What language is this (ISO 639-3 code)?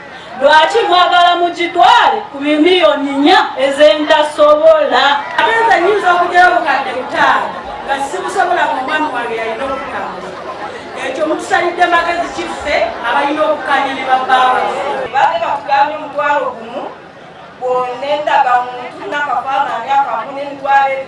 lug